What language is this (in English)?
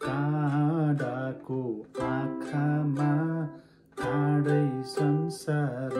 Nepali